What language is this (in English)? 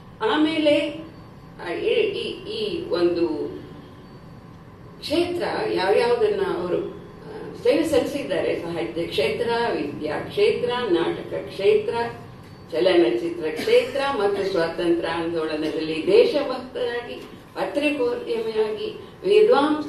Kannada